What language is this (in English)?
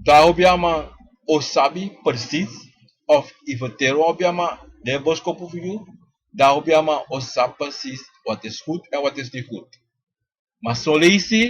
Sranan Tongo